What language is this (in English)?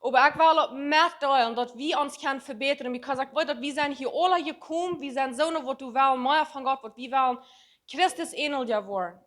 Plautdietsch